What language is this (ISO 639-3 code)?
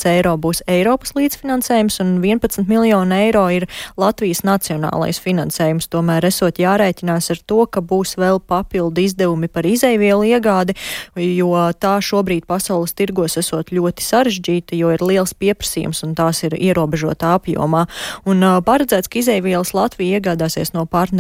lav